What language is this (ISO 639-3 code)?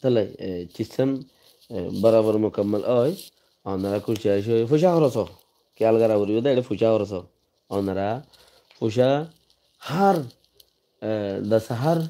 rhg